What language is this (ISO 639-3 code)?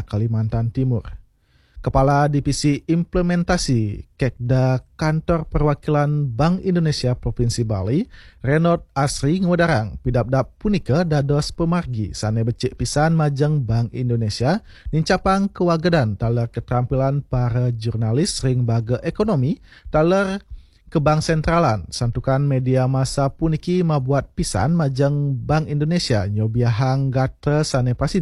ban